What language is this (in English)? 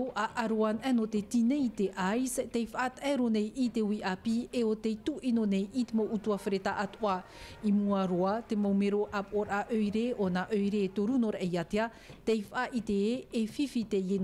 Tahitian